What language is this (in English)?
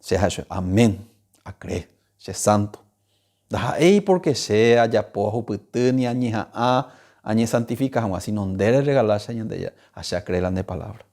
Guarani